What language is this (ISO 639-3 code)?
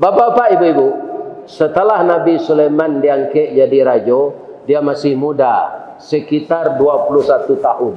min